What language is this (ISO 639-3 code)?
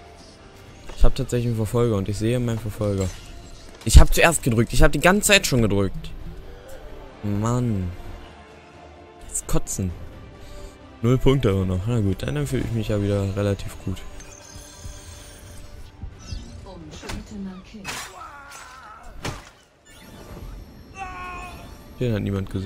deu